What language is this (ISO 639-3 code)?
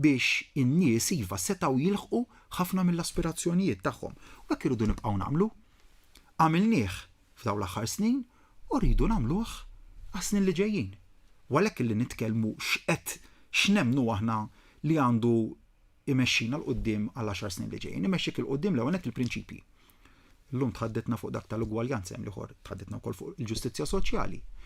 mlt